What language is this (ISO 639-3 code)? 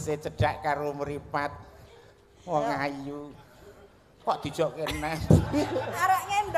jav